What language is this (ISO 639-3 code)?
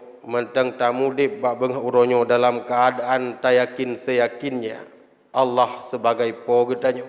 ace